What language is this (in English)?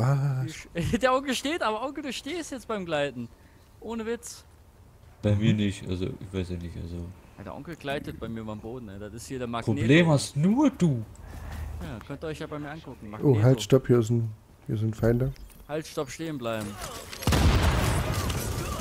German